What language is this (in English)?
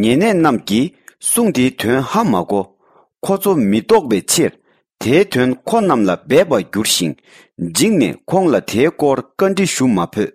Tibetan